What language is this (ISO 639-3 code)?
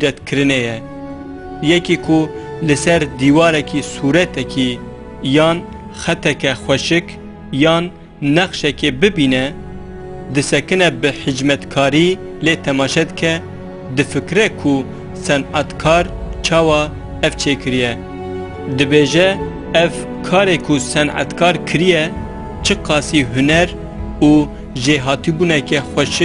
kur